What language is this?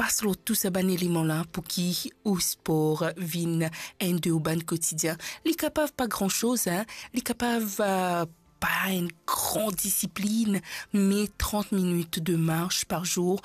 Morisyen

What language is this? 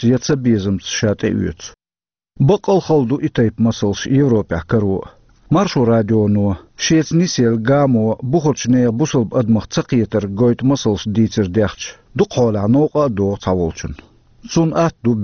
Chechen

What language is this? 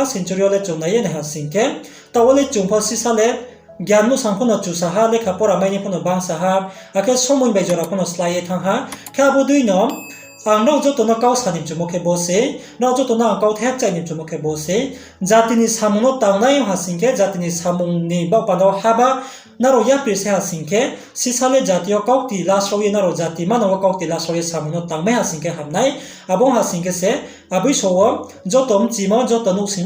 Riang (India)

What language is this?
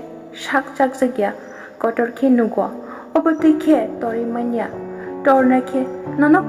Kok Borok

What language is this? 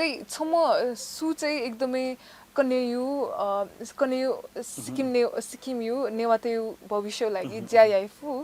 Newari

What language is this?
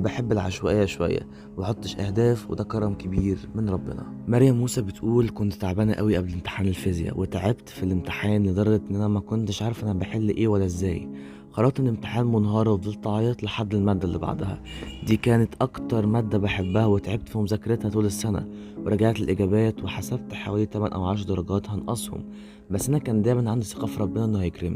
Egyptian Arabic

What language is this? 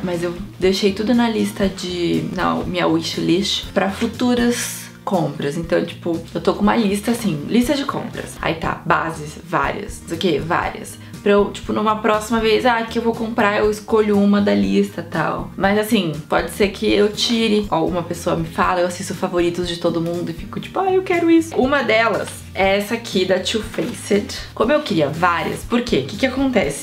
Portuguese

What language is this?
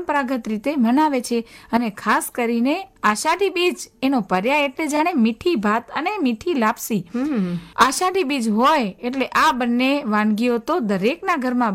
Gujarati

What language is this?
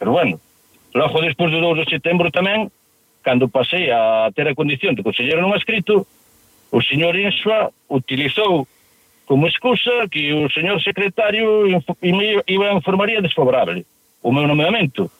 Galician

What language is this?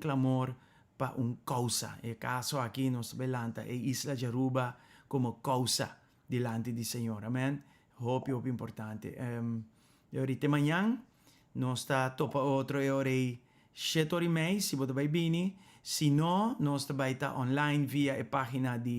Papiamento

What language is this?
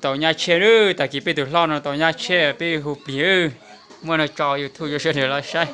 Hmong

